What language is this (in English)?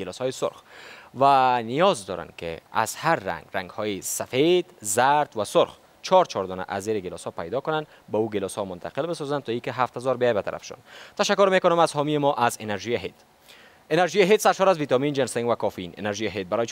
Persian